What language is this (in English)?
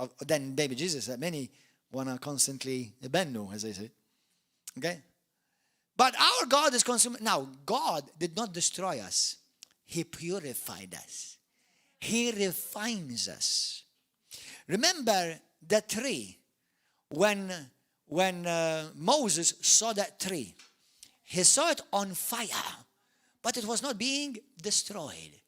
English